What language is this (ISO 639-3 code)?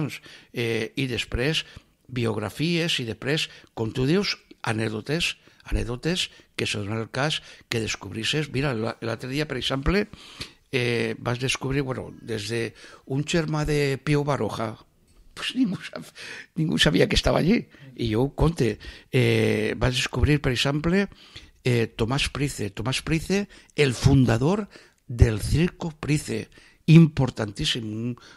cat